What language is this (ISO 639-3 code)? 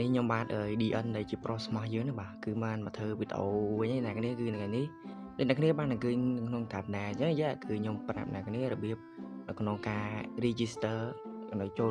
khm